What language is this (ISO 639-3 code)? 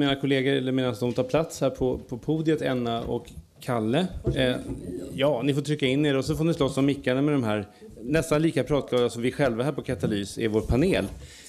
swe